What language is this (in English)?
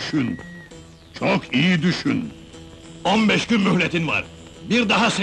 Turkish